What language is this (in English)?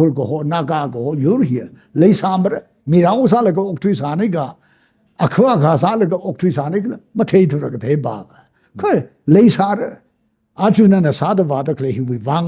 Tangkhul Naga (India)